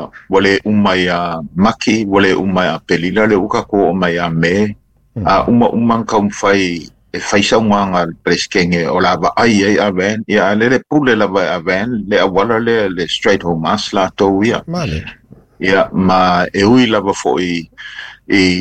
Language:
Samoan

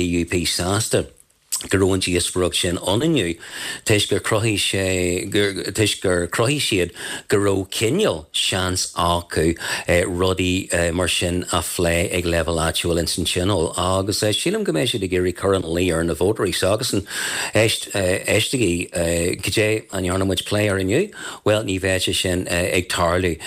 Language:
Irish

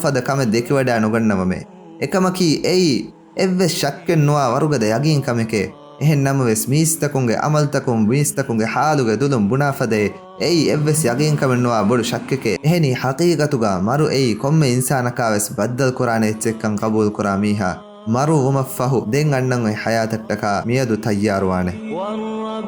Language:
Divehi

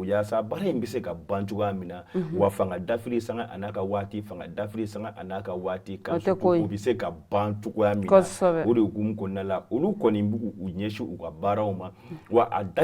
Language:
Bambara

